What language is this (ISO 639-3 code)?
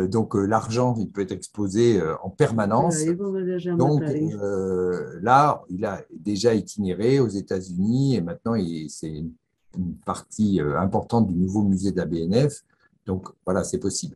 fra